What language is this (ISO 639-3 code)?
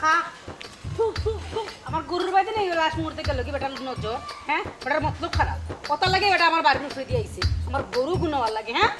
syl